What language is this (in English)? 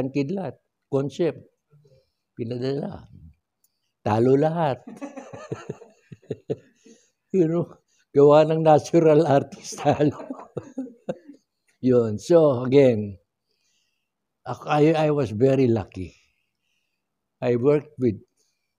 Filipino